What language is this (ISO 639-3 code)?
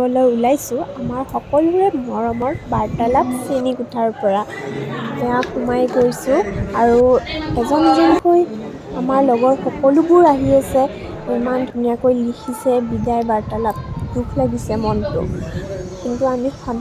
asm